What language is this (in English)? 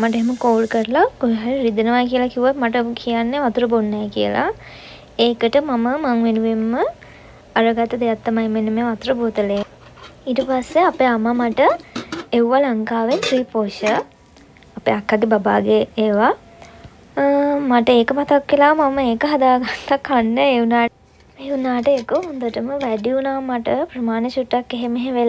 Sinhala